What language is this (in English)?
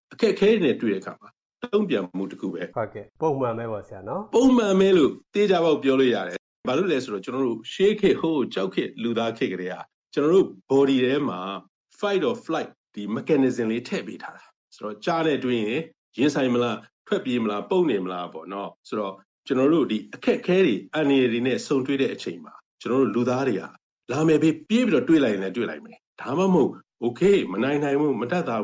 Burmese